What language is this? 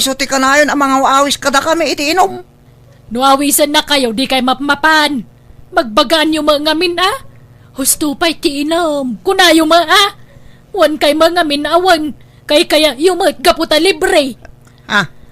Iloko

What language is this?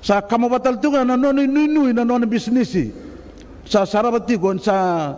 Fijian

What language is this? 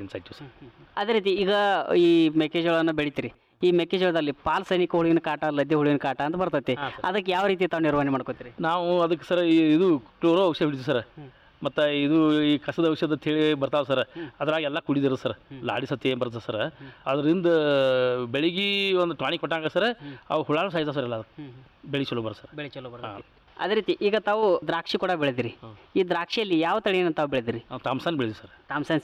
Kannada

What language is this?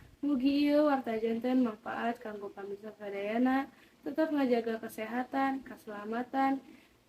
Sundanese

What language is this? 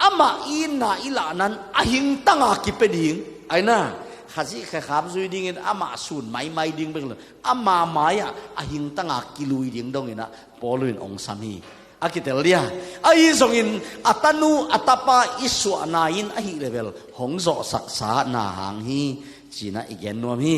Tedim Chin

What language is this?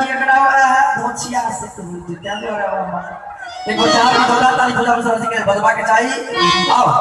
Maithili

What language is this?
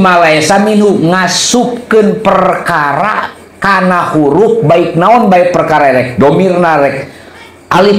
Sundanese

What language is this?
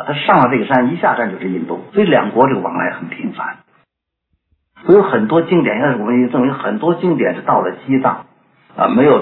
Chinese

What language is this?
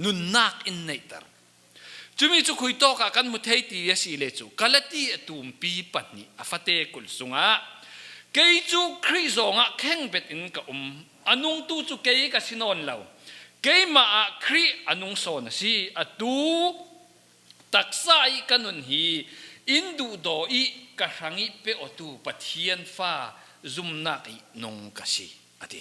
Falam Chin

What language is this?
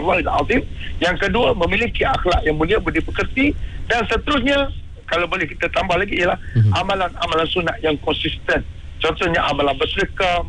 Malay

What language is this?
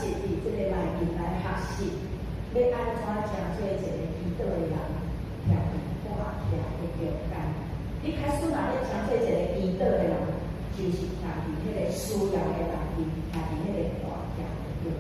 Min Nan Chinese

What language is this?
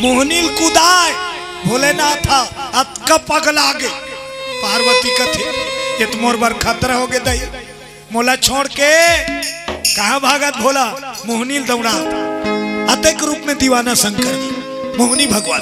Chhattisgarhi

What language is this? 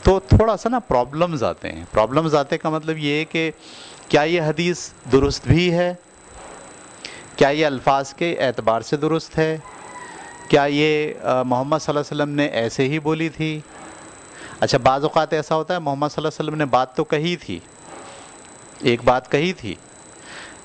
Urdu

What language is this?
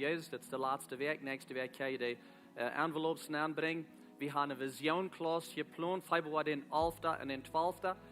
Plautdietsch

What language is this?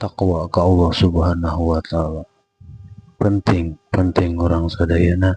Sundanese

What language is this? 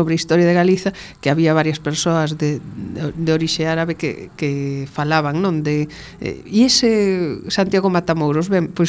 Galician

